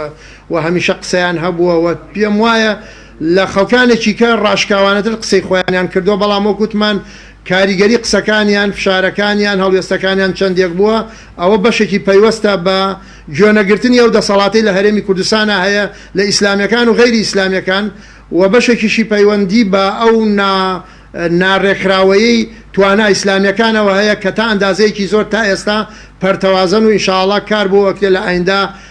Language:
Central Kurdish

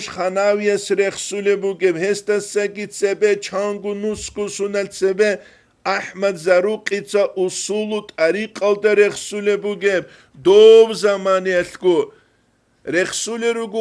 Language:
Avaric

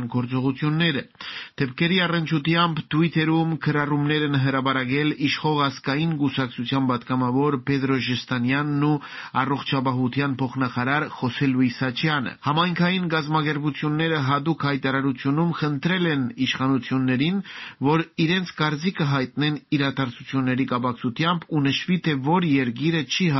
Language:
Armenian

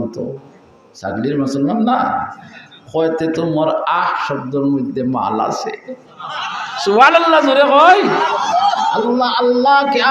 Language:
Sylheti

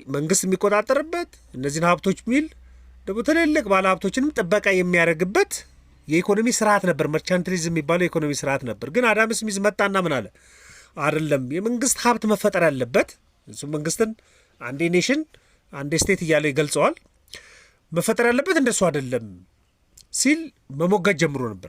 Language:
Amharic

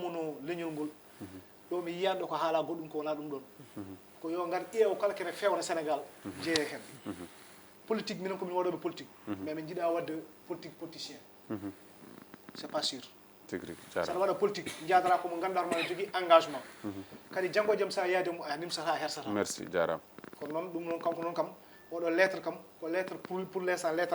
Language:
Fula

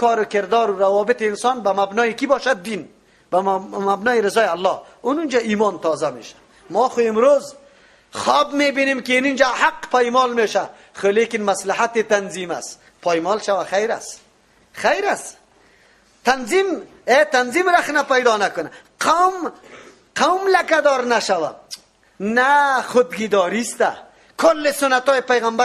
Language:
Persian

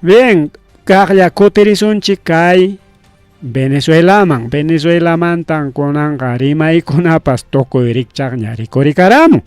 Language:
Ayacucho Quechua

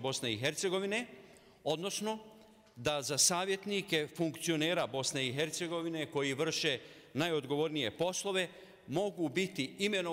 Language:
Bosnian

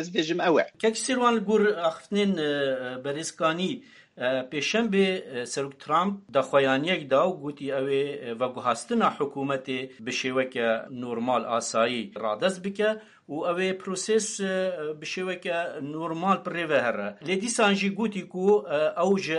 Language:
Kurdish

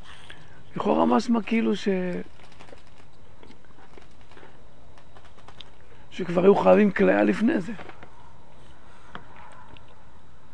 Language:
Hebrew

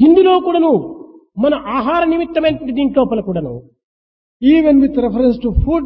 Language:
Telugu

